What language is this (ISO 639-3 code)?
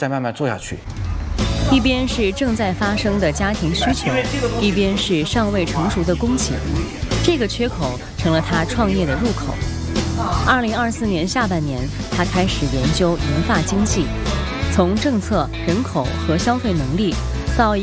zho